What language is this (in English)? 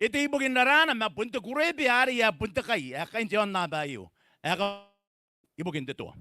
Gilbertese